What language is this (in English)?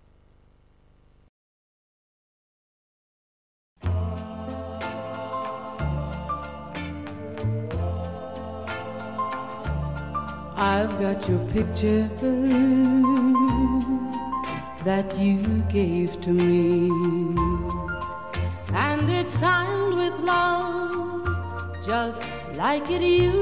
English